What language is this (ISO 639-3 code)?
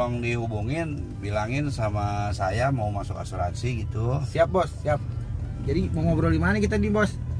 bew